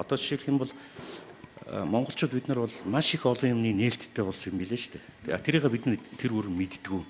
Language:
Mongolian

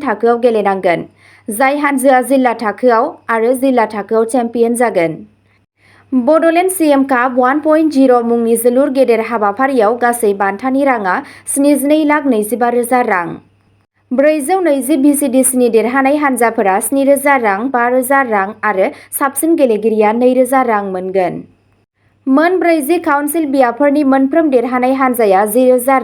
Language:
Bodo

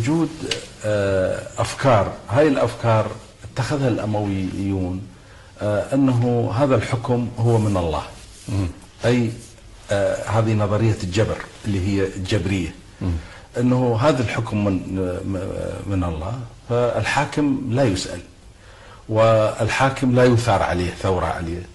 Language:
Arabic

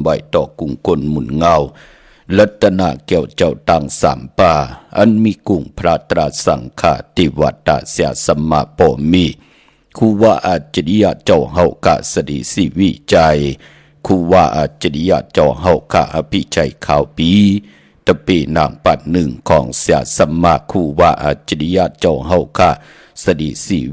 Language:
Shan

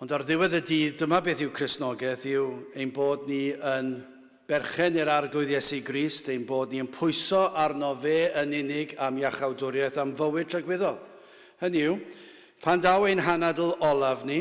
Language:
Welsh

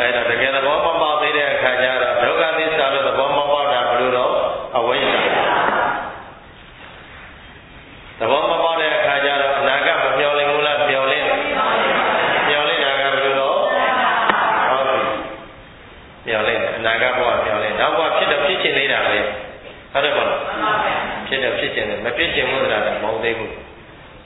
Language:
Burmese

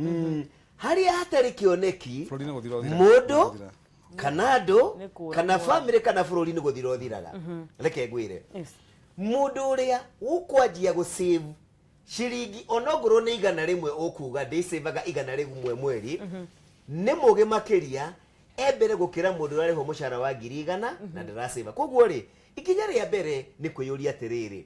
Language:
Kikuyu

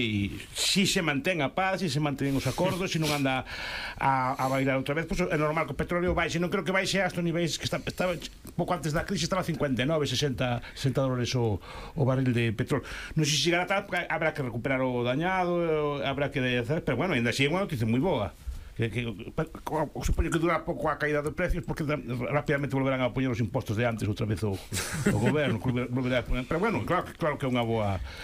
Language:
Galician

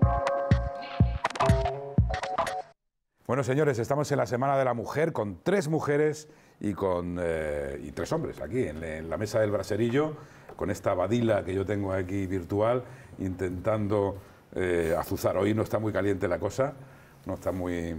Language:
Spanish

